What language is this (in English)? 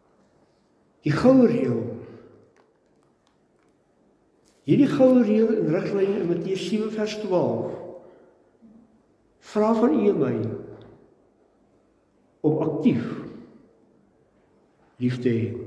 Afrikaans